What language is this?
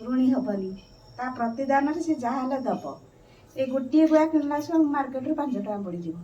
Odia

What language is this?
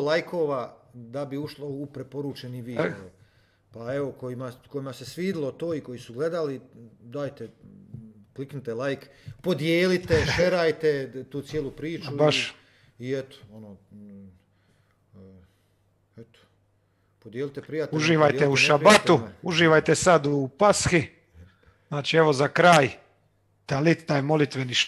Croatian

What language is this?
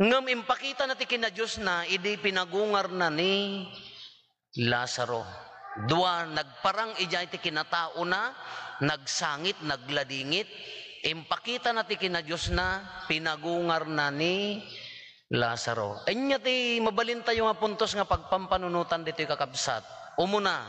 Iloko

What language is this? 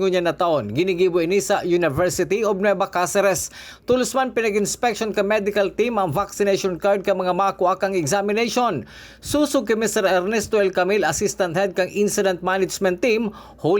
Bikol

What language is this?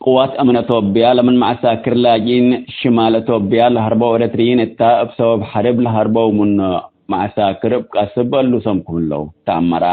Tigre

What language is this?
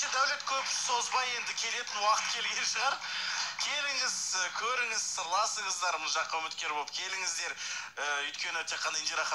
Kazakh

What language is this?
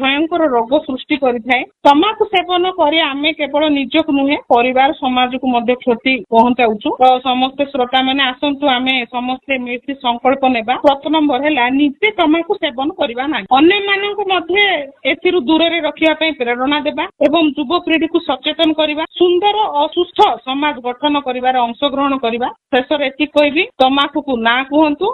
Odia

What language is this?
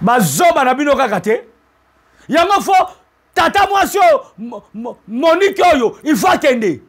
Lingala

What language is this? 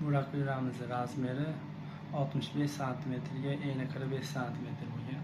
Uzbek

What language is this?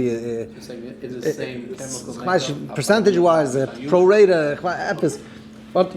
Yiddish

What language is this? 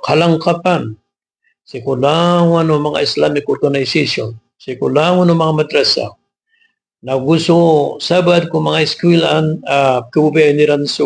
Maranao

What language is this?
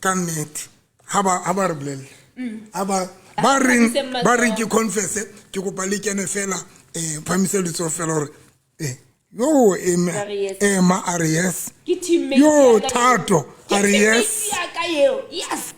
Southern Sotho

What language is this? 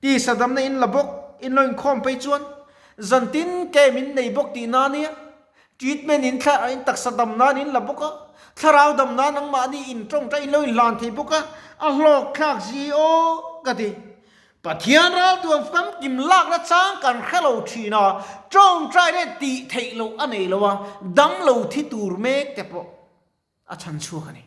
Mizo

